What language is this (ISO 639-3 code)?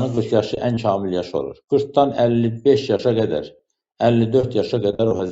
aze